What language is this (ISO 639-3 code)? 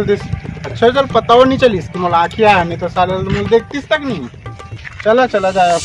hne